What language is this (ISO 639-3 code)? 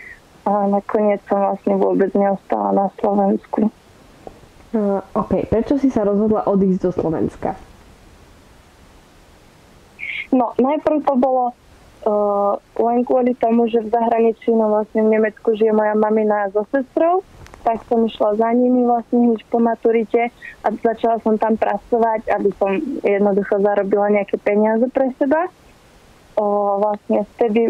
slk